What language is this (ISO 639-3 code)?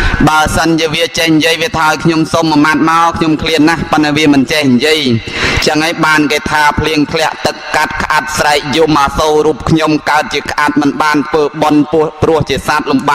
khm